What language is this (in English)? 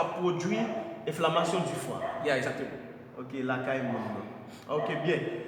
Haitian Creole